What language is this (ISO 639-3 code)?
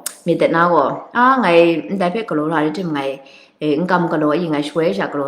kac